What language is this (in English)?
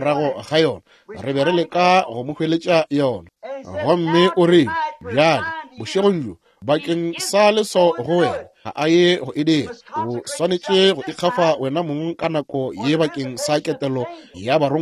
Northern Sotho